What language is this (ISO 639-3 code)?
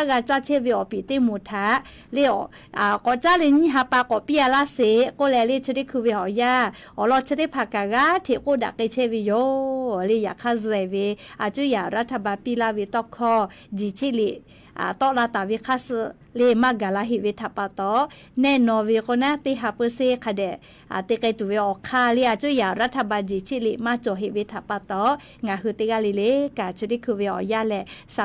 lhu